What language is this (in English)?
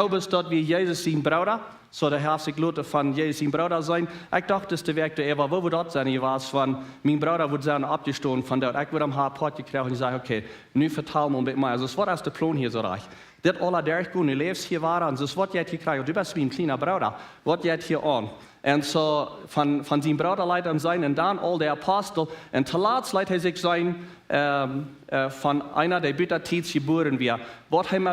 Plautdietsch